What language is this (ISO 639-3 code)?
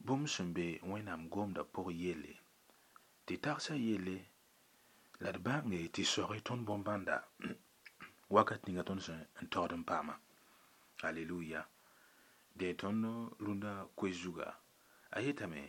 mos